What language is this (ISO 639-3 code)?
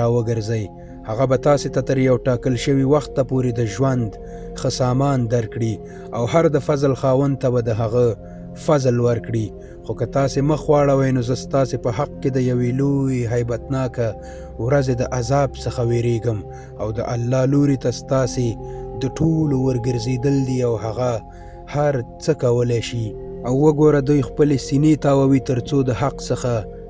pus